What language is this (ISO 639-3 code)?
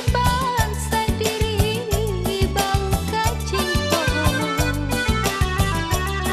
min